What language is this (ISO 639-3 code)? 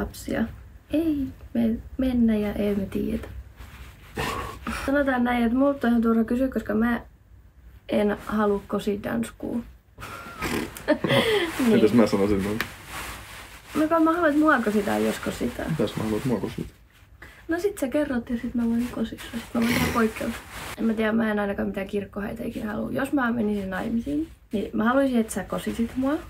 fin